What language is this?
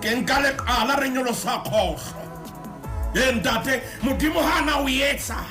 Southern Sotho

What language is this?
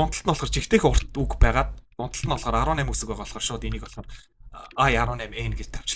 Mongolian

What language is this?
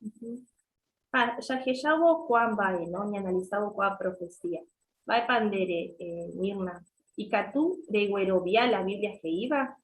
Guarani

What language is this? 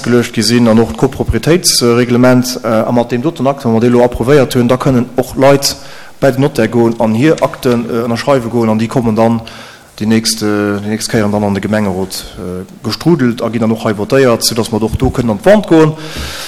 Luxembourgish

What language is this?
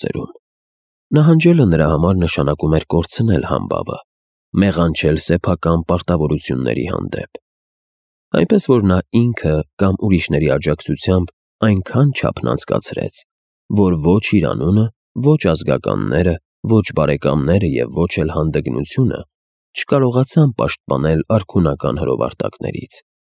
Armenian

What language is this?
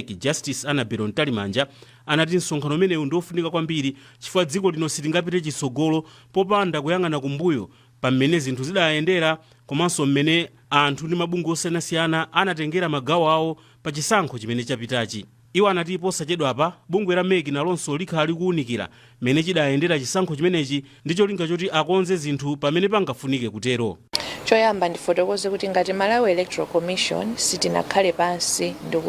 Nyanja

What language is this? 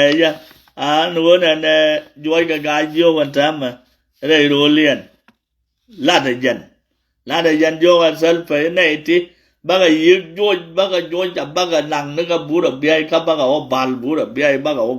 Nuer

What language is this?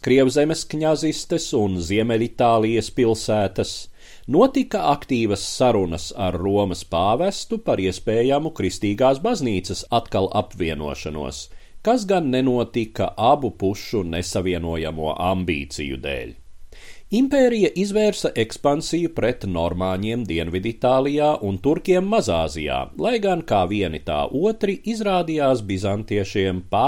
Latvian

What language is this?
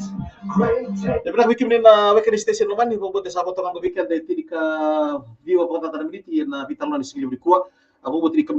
Fijian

